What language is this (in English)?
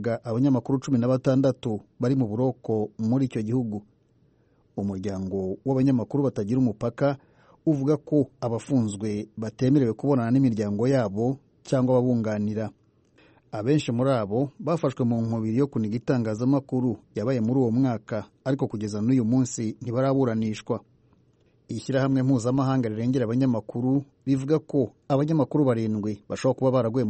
Kinyarwanda